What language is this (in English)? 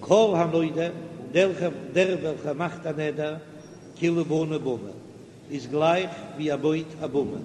Yiddish